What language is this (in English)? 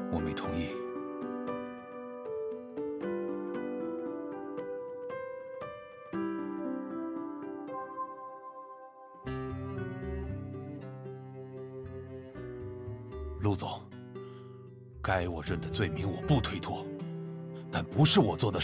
Chinese